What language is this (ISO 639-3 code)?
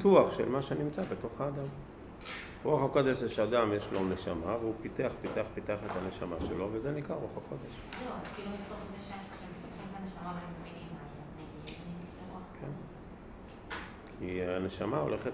heb